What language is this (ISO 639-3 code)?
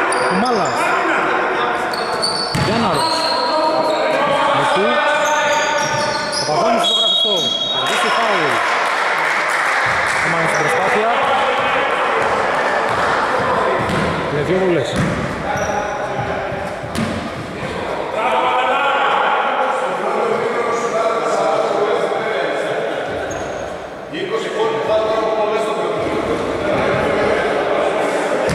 ell